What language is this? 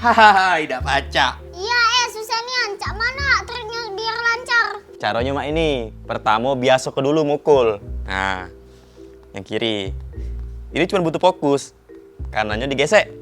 Musi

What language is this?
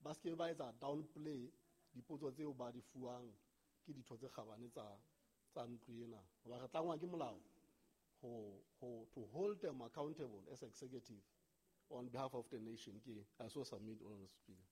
Southern Sotho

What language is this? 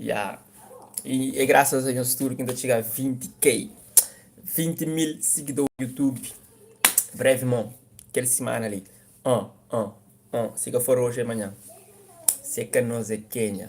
Kabuverdianu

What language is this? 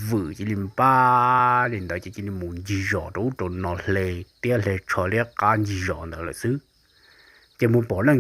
Hmong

